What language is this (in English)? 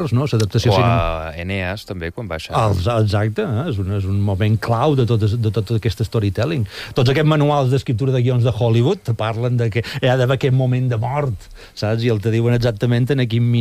Catalan